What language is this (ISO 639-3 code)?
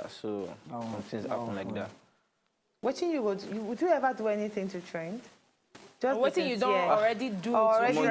pcm